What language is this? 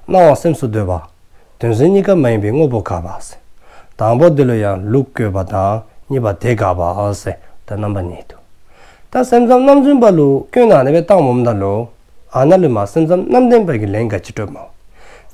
Dzongkha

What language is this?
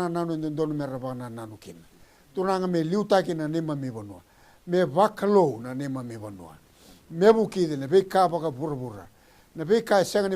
Fijian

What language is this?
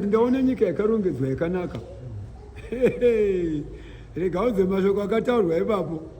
Shona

